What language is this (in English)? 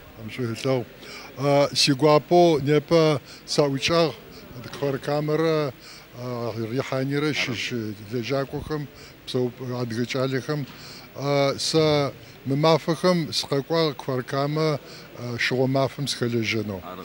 Adyghe